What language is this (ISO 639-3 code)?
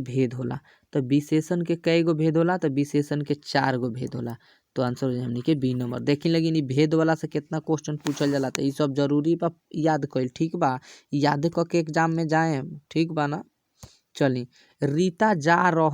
bho